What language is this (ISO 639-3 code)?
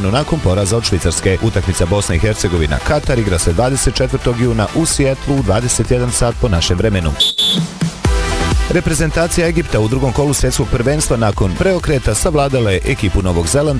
bos